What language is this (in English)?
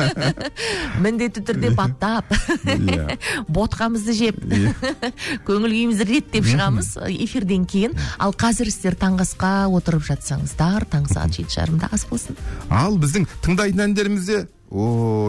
Kazakh